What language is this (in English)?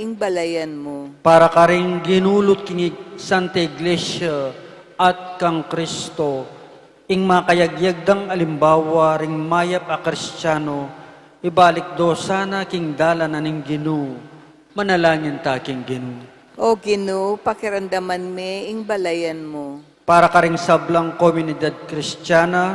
Pampanga